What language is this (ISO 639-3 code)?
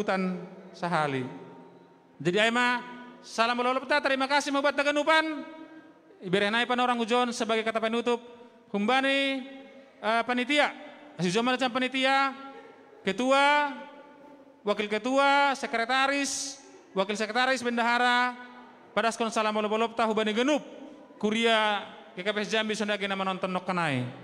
bts